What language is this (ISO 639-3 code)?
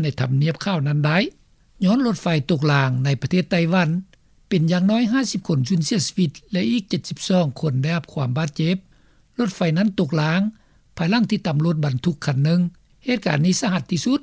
lao